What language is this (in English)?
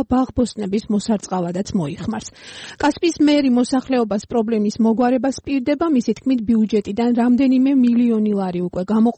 Georgian